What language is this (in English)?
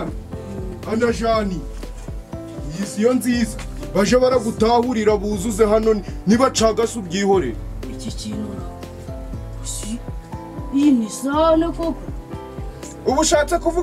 Kinyarwanda